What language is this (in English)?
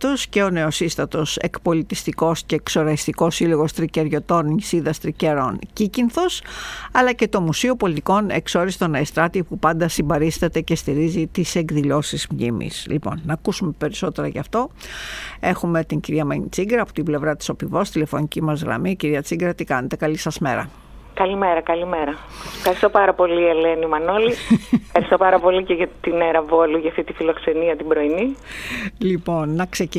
Greek